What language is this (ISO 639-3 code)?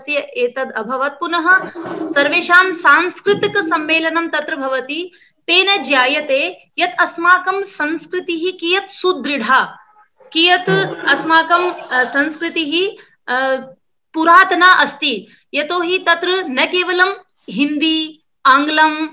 san